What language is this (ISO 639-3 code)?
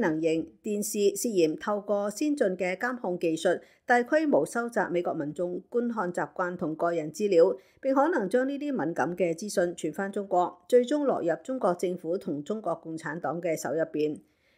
yue